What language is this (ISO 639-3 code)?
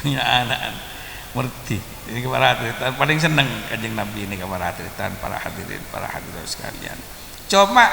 mad